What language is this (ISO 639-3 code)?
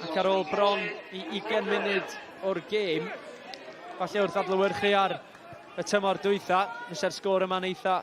cym